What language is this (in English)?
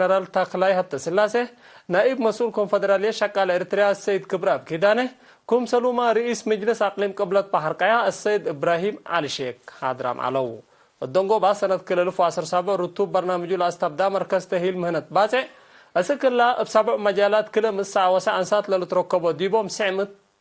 Tigre